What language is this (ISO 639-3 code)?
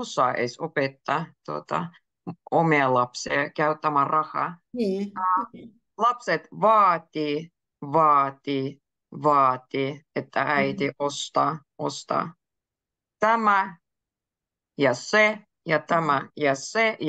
fin